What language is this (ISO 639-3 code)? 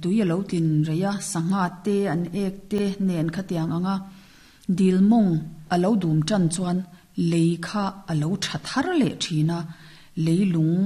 lus